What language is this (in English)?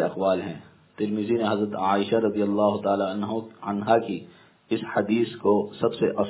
Urdu